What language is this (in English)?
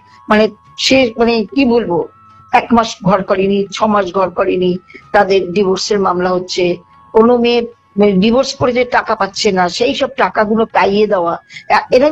Bangla